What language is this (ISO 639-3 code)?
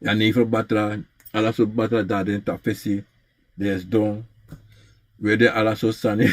srn